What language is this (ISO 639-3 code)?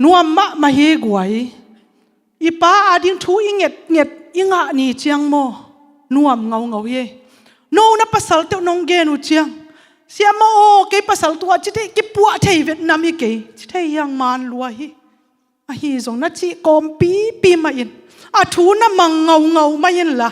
ctd